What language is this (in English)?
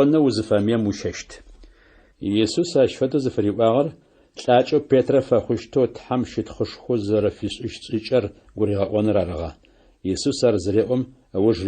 Adyghe